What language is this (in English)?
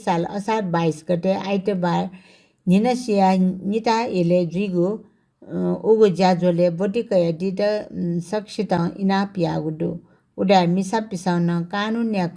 Newari